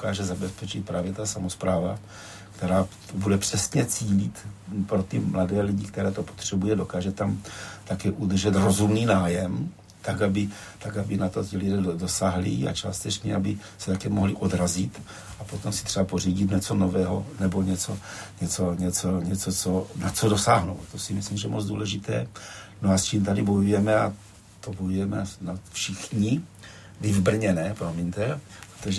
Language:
Czech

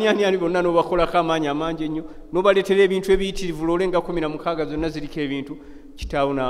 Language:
Ganda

